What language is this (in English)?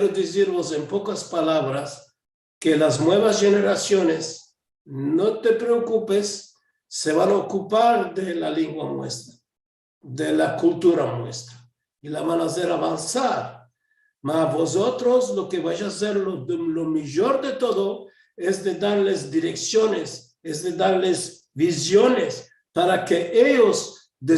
Ladino